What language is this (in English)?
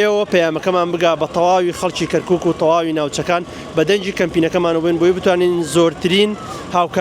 Central Kurdish